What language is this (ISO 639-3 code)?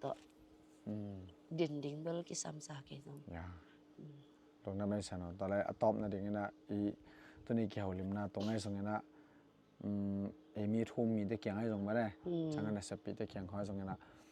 ctd